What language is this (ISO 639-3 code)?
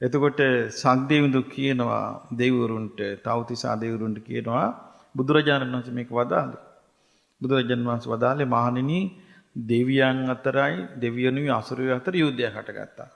sin